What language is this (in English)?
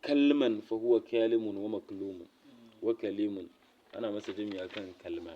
Hausa